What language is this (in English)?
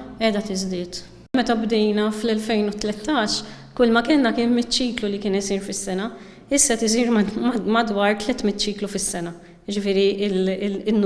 Maltese